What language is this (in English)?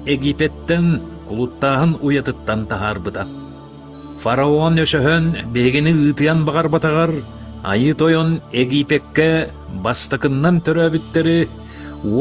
Yakut